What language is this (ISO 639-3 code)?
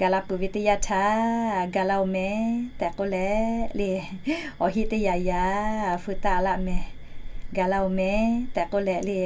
lhu